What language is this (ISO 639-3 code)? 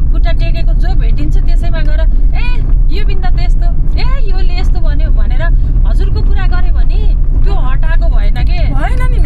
nep